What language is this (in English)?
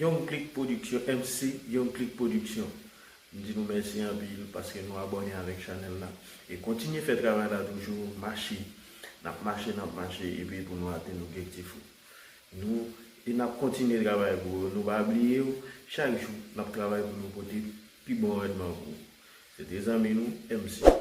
Haitian Creole